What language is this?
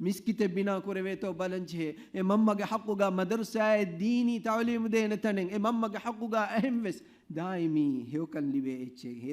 Divehi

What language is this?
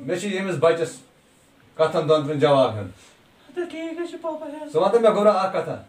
Kashmiri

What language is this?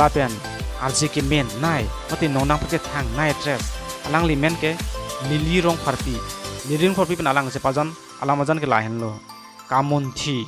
Karbi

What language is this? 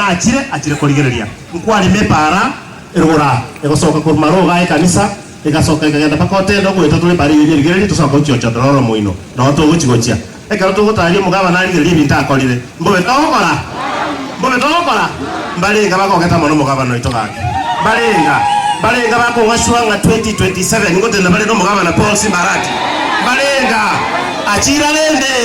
Gusii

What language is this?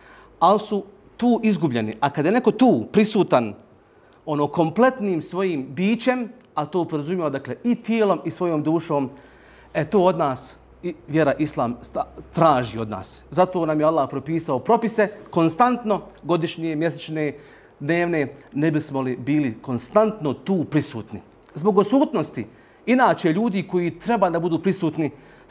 Bosnian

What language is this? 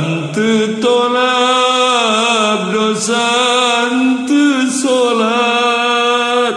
Sundanese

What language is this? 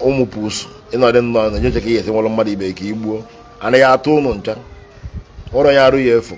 Igbo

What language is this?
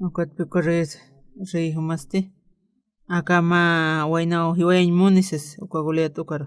Aymara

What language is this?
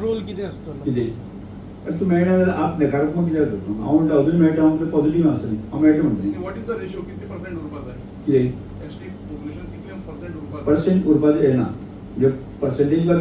Konkani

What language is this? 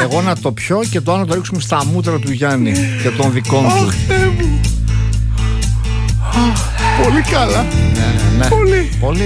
Greek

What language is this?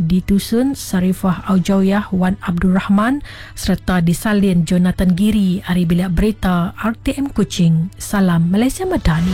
Iban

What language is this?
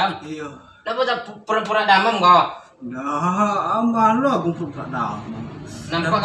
Minangkabau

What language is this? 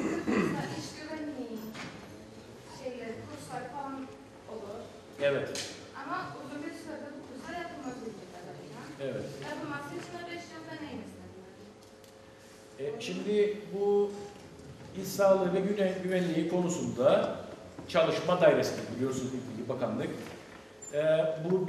Turkish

